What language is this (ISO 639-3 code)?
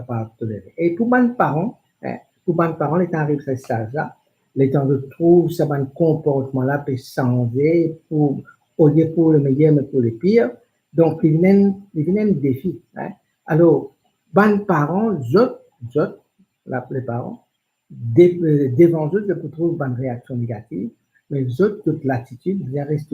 mfe